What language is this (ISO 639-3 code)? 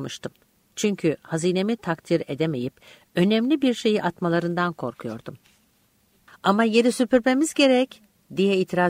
tur